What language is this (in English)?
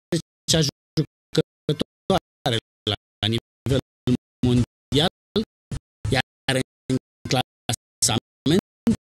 Romanian